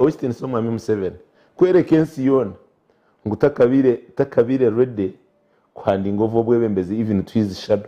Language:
Nyankole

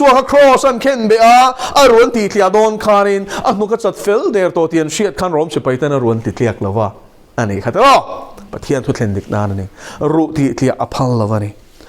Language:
Mizo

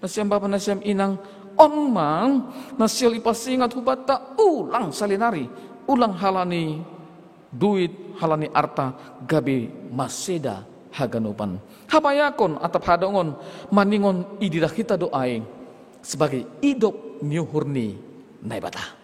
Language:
Batak Simalungun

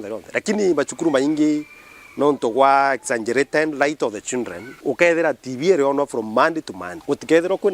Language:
Meru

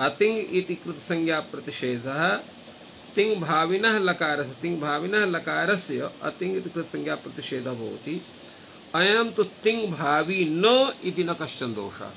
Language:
Sanskrit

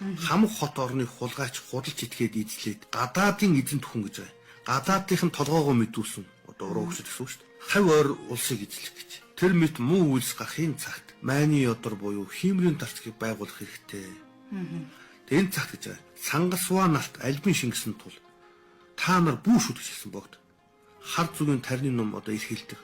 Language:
Mongolian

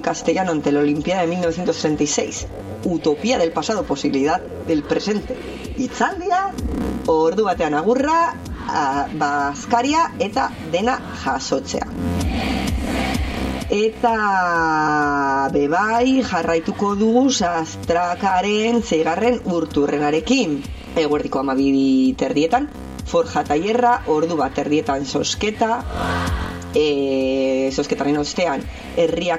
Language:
Basque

